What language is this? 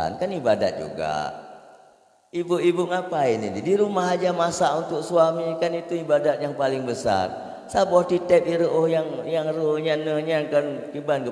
Achinese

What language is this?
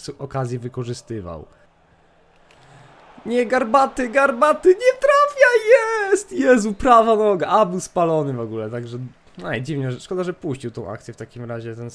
Polish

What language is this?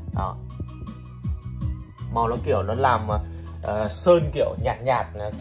Vietnamese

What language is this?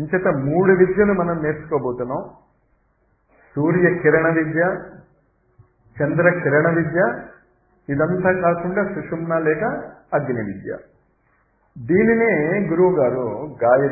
Telugu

